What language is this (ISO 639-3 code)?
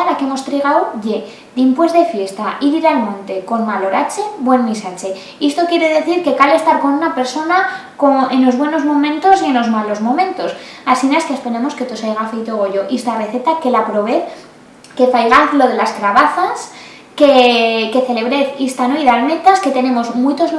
arg